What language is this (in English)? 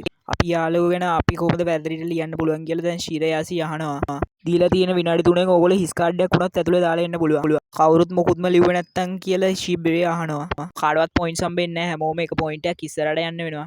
Sinhala